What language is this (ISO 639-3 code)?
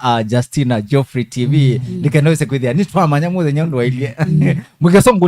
kam